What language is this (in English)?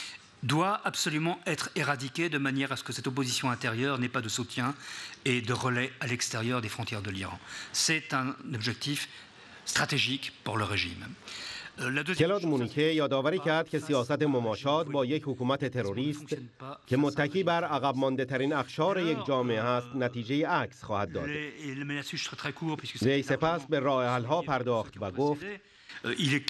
Persian